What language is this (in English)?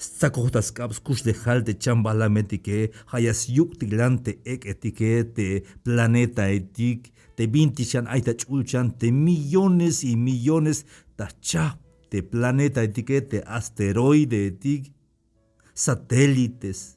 Tzeltal